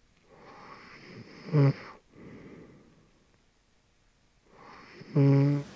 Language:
English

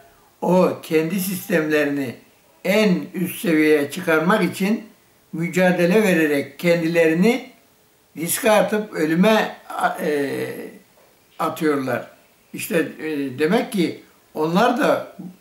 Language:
Turkish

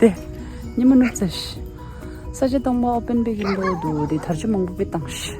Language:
Tibetan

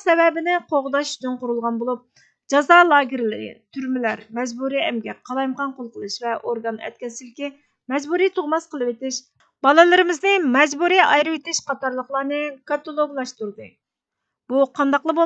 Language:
Uyghur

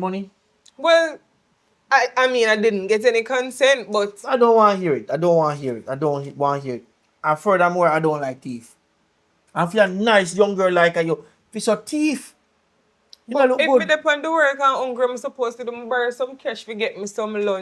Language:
Jamaican Creole English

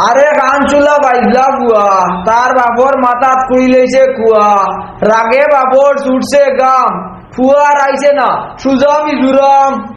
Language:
Sylheti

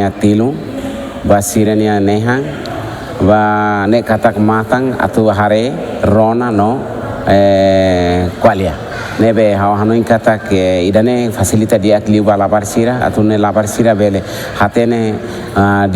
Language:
Tetum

